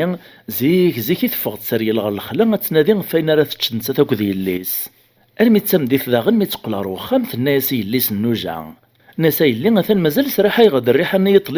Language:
Kabyle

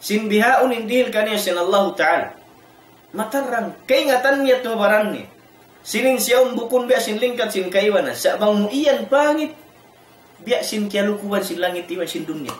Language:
Tausug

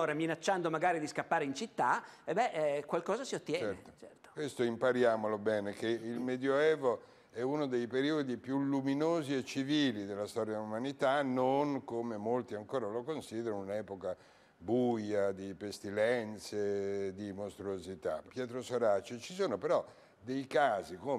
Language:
Italian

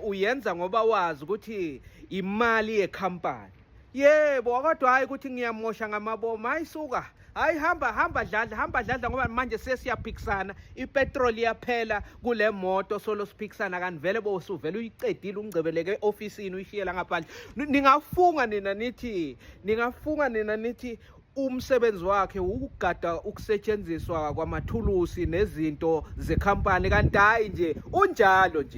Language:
Zulu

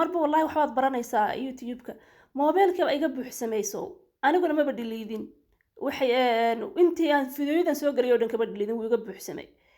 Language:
Somali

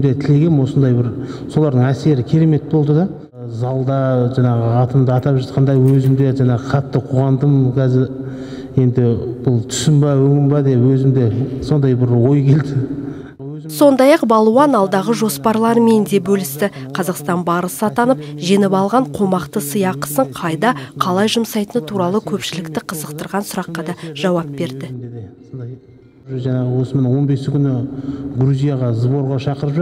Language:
Kazakh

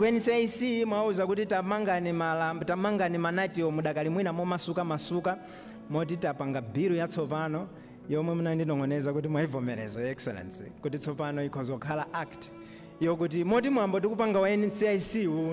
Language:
Nyanja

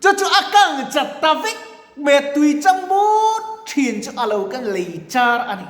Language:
Mizo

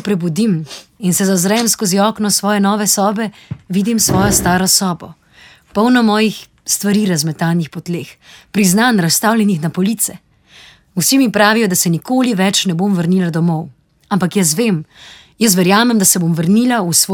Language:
Slovenian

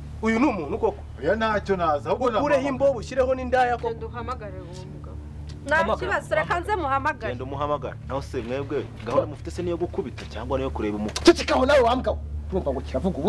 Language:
Kinyarwanda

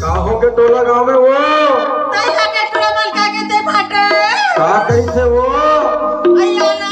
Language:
Chhattisgarhi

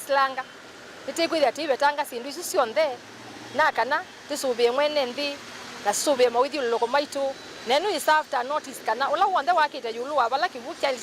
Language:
Kamba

